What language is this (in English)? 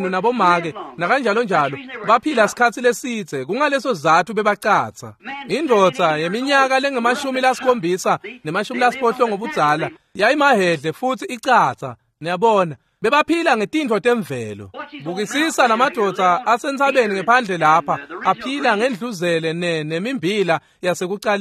Swati